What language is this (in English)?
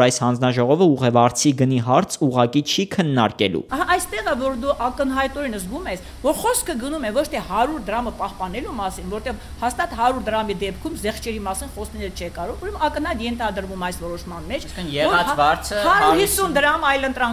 Armenian